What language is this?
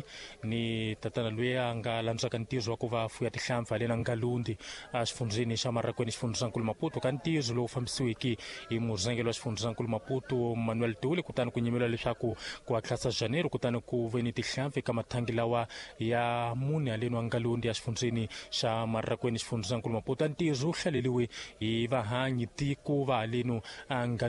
Tsonga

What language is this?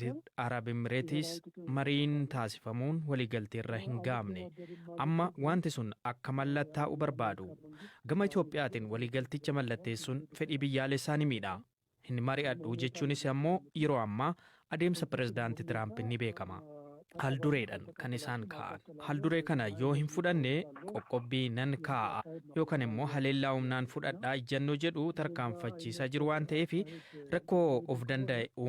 Oromo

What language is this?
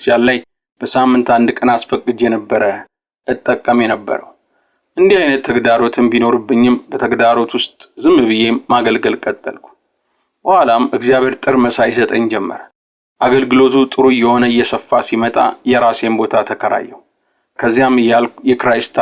Amharic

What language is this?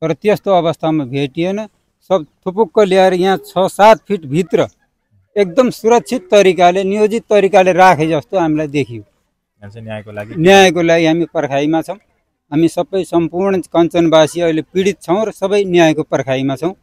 Nepali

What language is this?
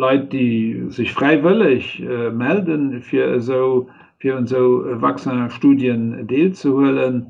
Luxembourgish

